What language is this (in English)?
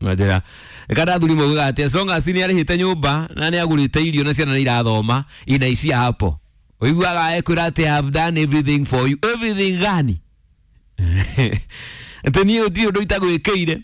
Kikuyu